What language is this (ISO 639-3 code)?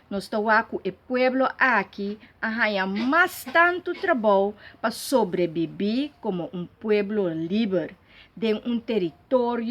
pap